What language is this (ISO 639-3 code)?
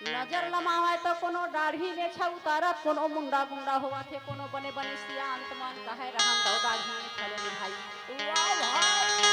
hne